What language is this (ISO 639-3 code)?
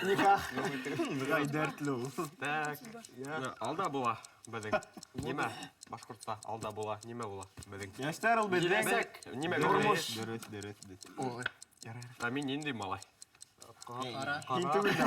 bak